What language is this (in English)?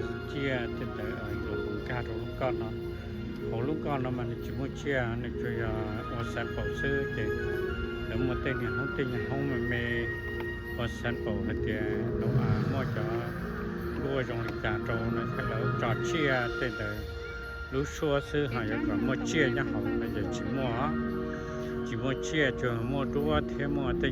Hmong